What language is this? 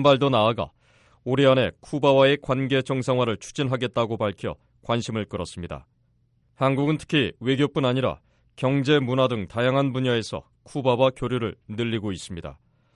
Korean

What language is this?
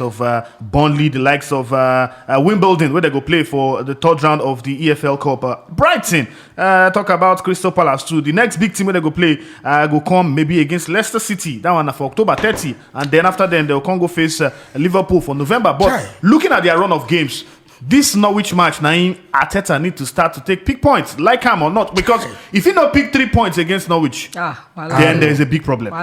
Nigerian Pidgin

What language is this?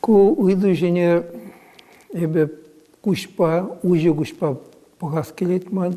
Chuvash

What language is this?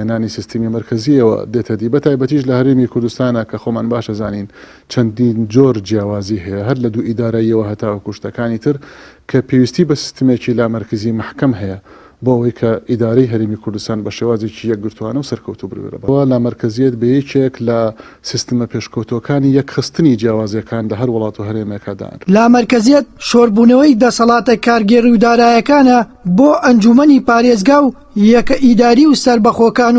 Central Kurdish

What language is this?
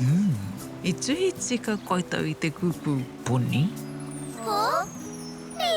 Māori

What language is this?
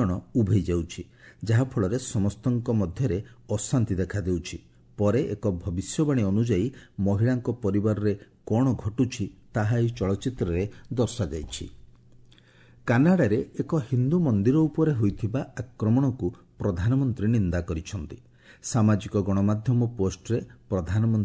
Odia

